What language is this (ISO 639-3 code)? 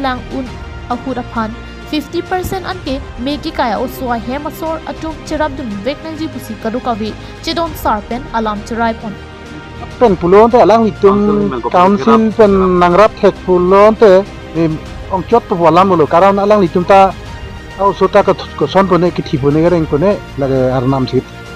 mjw